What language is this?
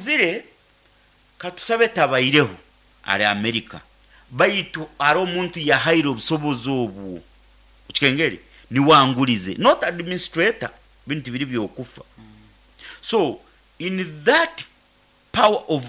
Nyoro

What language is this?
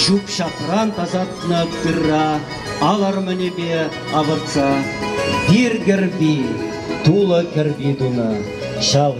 Chuvash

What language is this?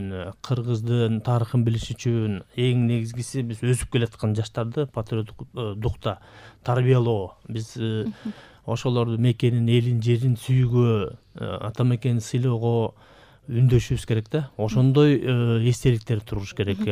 Kyrgyz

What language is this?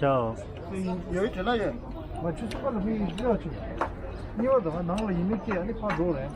Tibetan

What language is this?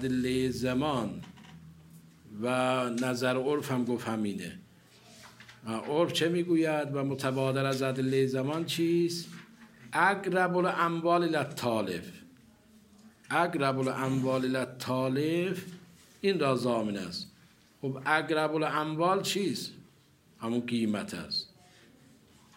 Persian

